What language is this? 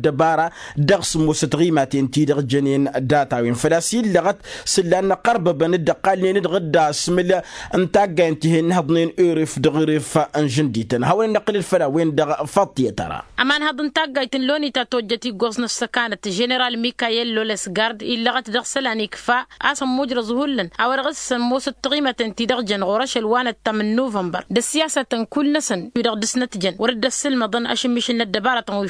Tamasheq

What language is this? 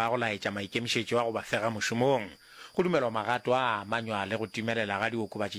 Northern Sotho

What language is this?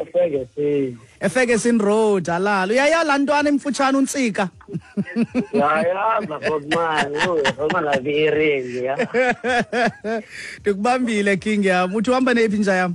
Xhosa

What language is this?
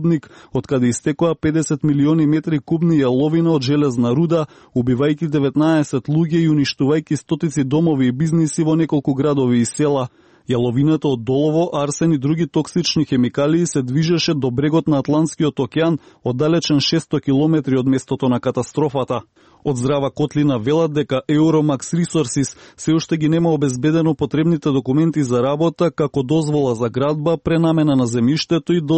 Macedonian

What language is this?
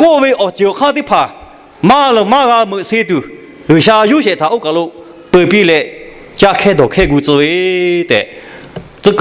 Lahu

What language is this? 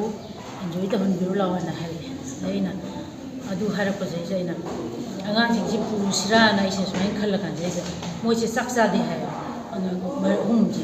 Manipuri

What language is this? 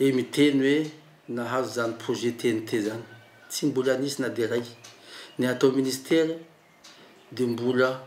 Malagasy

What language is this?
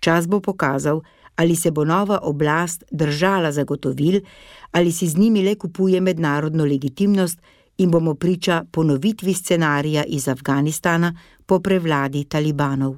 Slovenian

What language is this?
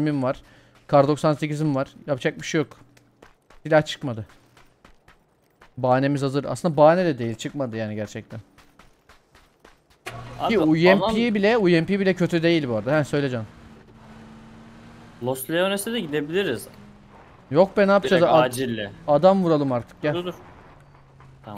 Turkish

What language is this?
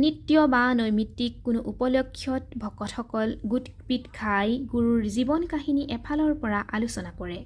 Assamese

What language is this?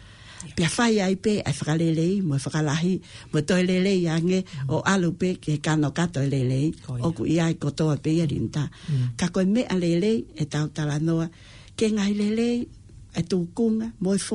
Tongan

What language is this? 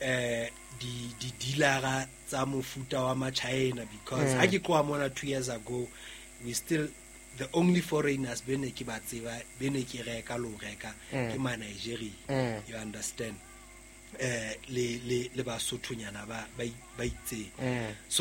Southern Sotho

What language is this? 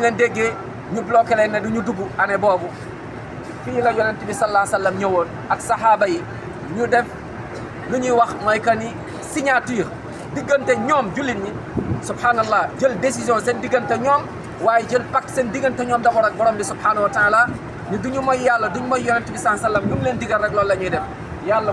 Wolof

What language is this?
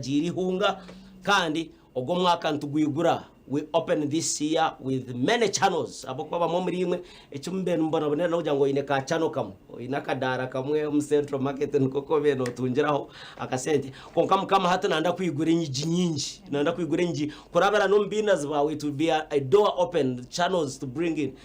Nyankole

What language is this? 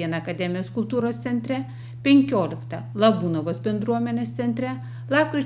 Lithuanian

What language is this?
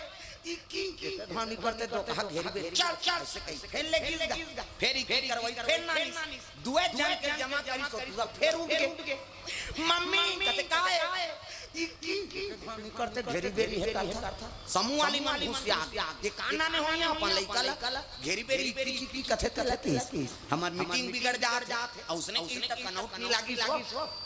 Chhattisgarhi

